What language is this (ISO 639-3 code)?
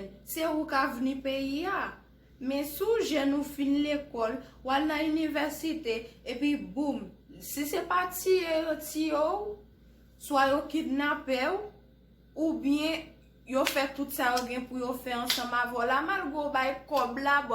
hat